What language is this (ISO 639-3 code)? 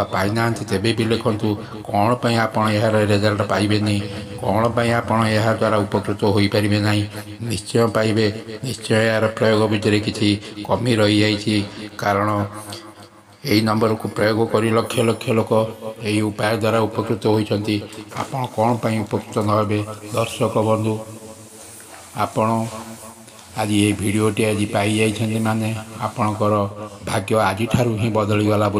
ori